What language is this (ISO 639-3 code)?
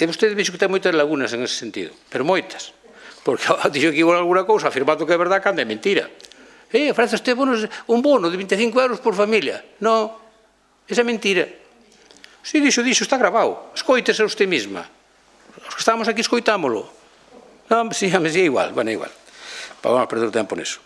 glg